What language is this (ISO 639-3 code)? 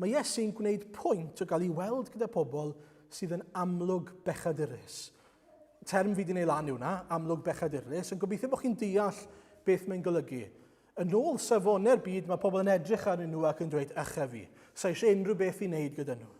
cym